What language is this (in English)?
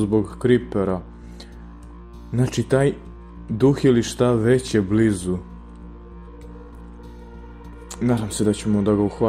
Serbian